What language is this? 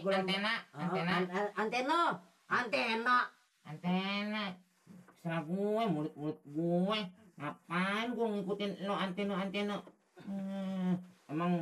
Betawi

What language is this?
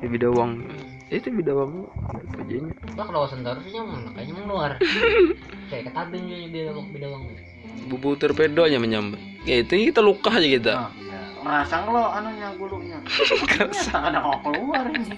Banjar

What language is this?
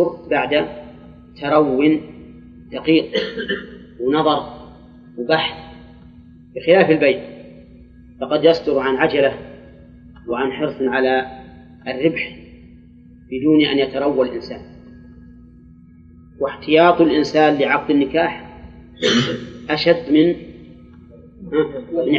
Arabic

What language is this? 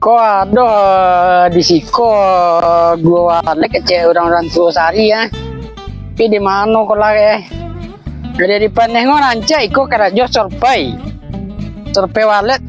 Minangkabau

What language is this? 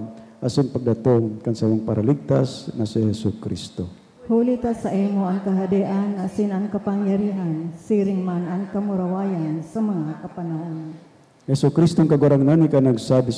Bikol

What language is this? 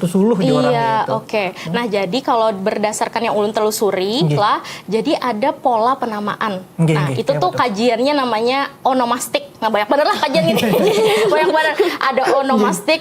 Banjar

